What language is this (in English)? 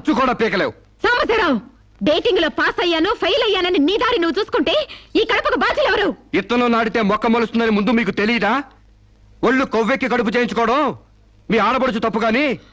Telugu